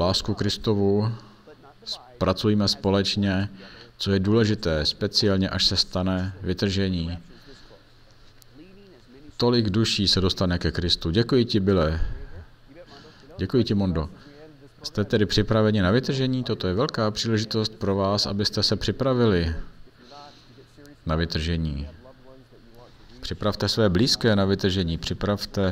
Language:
Czech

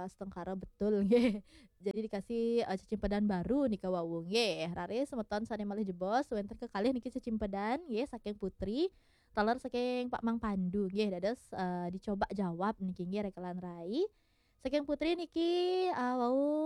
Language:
Balinese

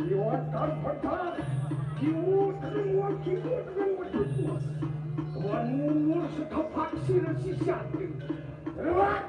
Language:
Balinese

